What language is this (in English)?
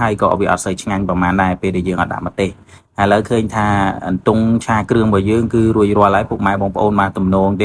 Khmer